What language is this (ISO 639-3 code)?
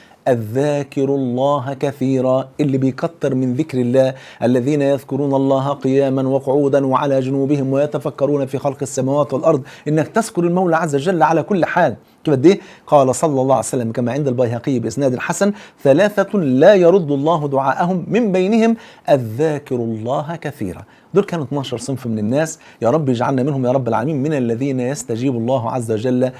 arz